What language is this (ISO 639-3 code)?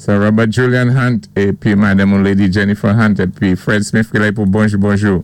acf